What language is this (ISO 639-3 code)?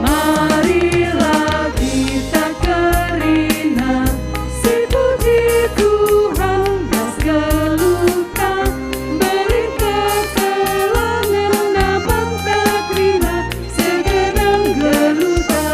btx